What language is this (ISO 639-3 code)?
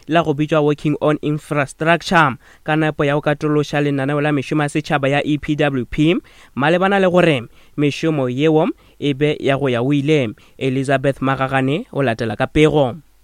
nso